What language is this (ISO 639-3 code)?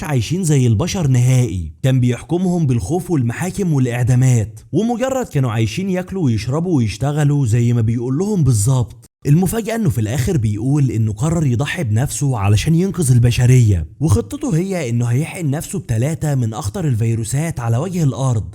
arz